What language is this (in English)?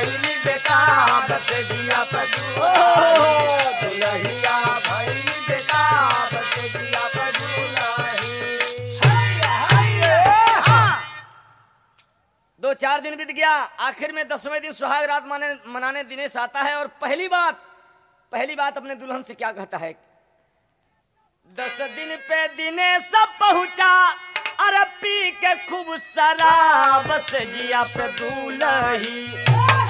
Bhojpuri